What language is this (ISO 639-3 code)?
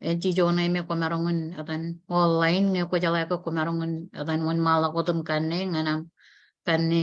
mah